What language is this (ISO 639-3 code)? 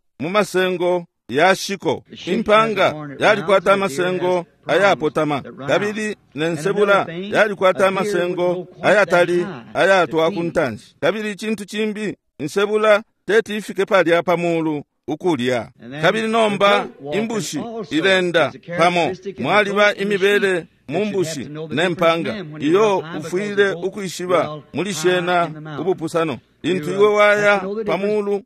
bem